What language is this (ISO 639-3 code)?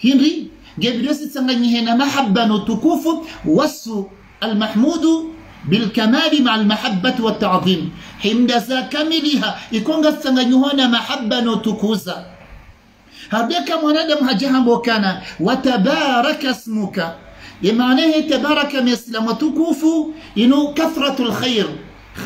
swa